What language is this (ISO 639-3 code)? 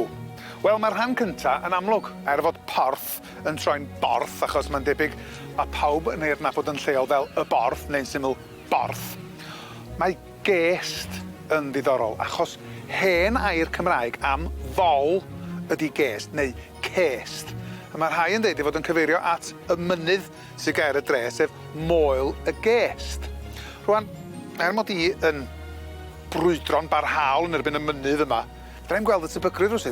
cym